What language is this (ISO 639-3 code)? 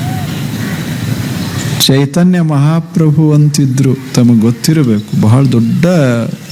kan